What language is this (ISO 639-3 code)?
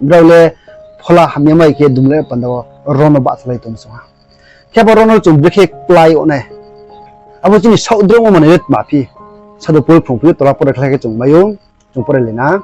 ria